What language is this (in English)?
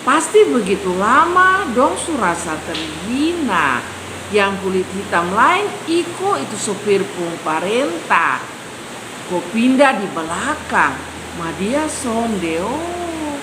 Kupang Malay